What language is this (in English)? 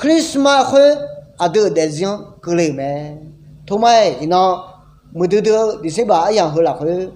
Akha